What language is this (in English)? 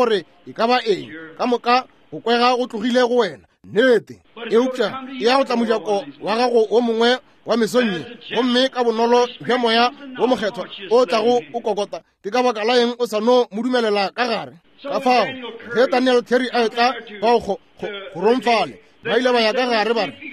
Northern Sotho